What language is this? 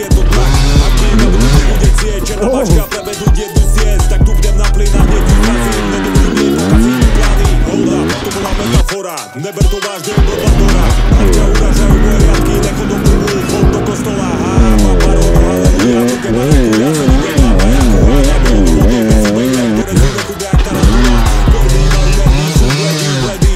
Slovak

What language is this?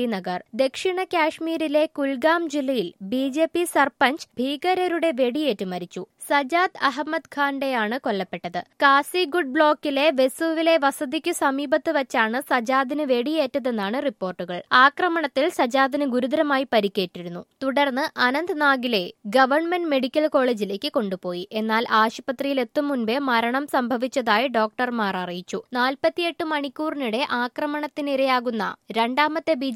Malayalam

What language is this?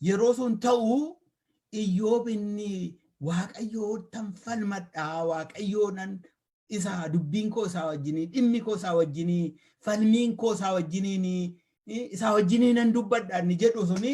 Oromo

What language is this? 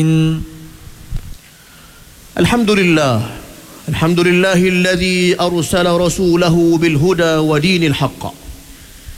Malay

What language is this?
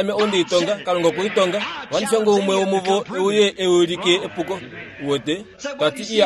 Kuanyama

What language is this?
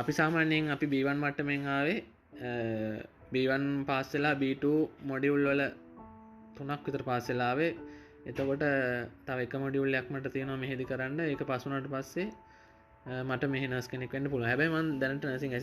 Sinhala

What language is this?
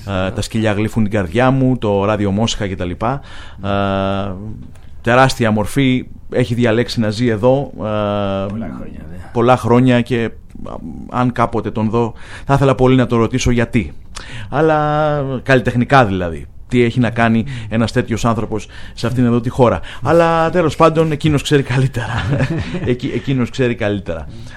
Greek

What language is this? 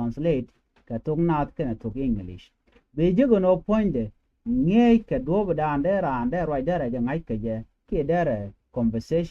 Nuer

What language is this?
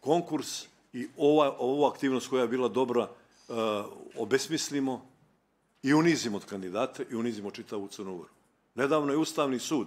Bosnian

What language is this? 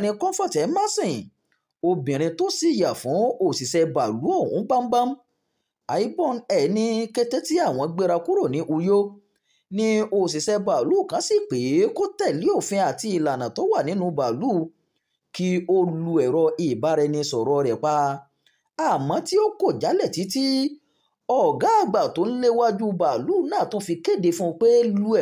Yoruba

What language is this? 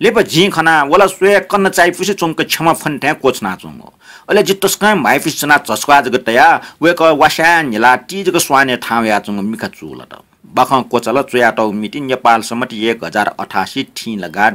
Newari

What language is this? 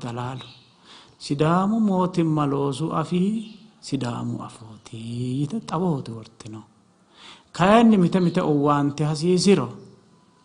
Sidamo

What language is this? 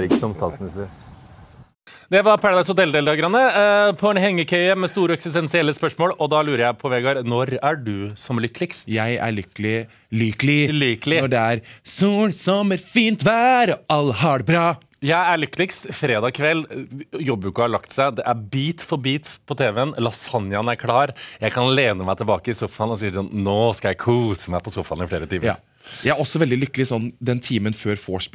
Norwegian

